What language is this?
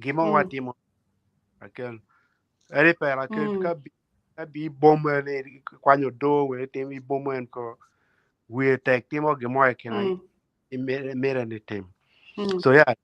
Acoli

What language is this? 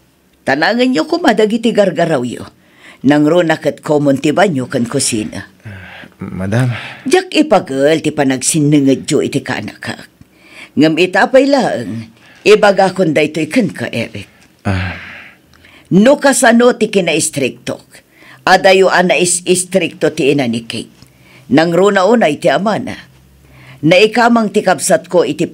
Iloko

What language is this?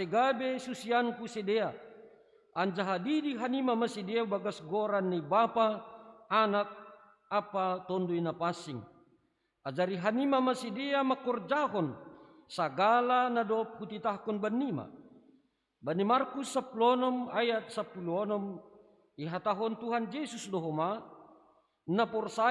Batak Simalungun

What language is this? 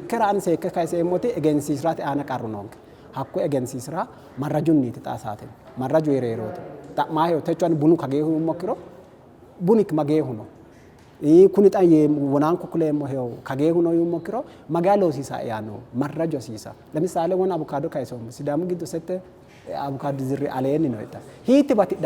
Sidamo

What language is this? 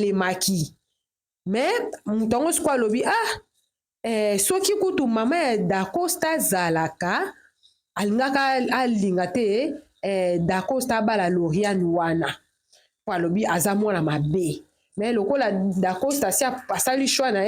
Lingala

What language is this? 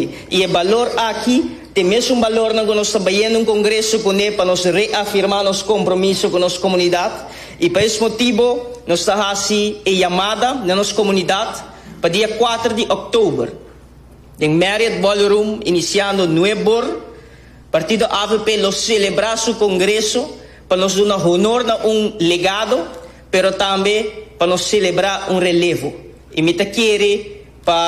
Papiamento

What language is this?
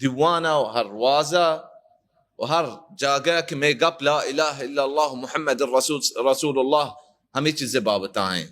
Baluchi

